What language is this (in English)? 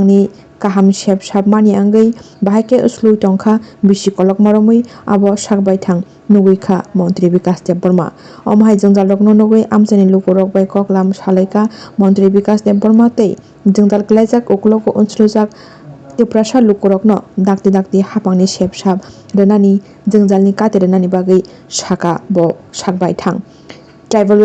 Kok Borok